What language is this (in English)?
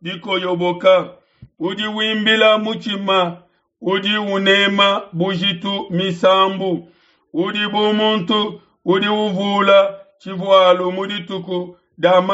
Luba-Lulua